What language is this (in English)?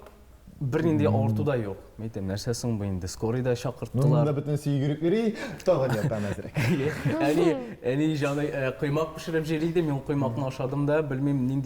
Tatar